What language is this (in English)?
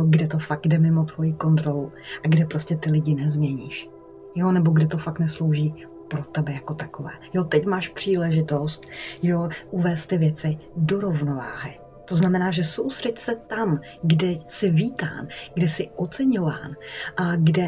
Czech